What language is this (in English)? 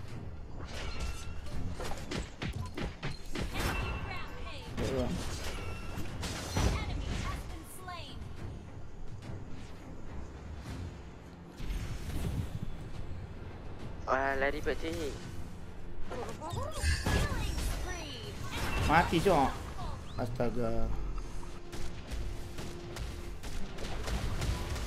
Malay